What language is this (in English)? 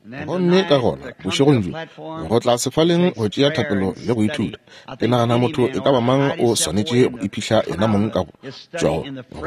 Northern Sotho